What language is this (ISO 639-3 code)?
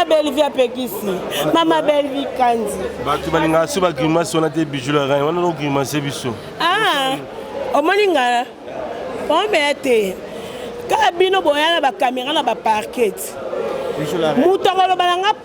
lin